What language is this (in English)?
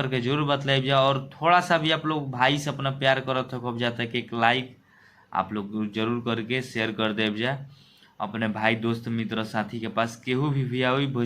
Bhojpuri